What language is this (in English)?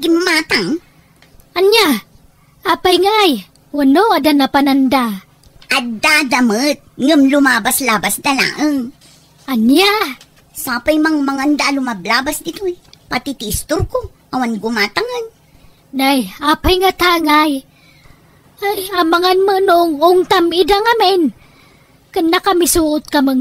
Iloko